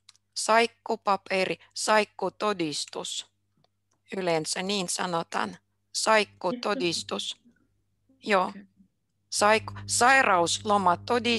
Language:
Finnish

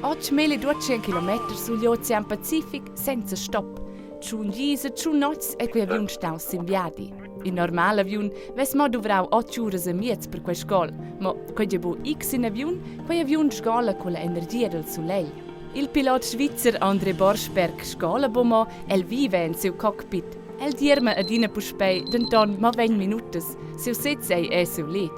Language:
Romansh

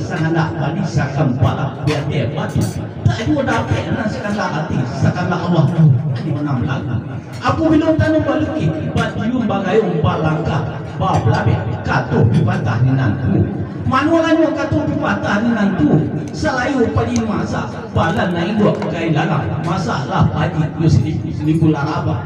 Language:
Minangkabau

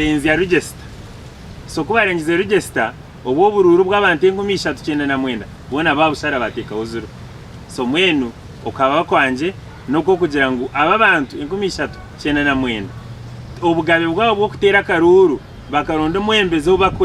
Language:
Nyankole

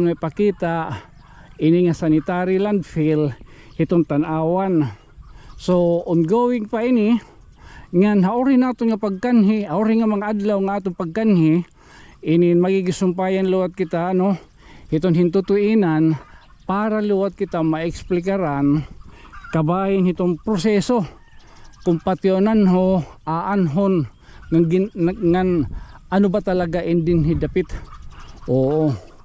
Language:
Waray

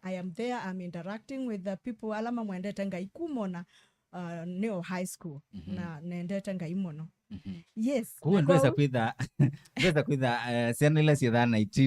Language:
Kamba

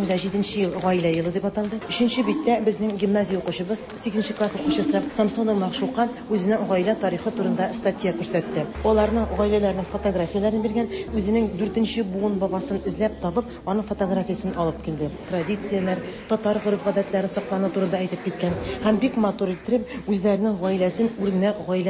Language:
Tatar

